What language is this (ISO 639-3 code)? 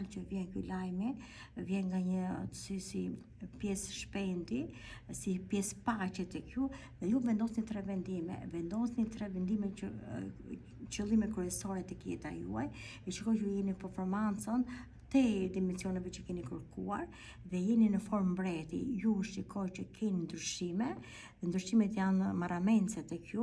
sqi